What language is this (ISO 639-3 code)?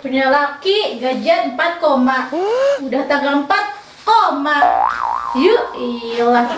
bew